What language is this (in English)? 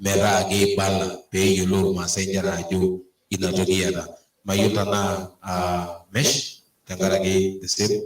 Masai